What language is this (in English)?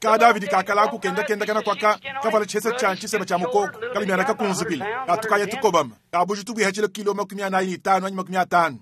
Luba-Lulua